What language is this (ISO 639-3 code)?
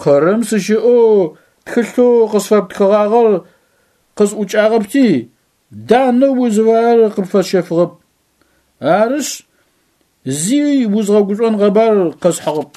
ady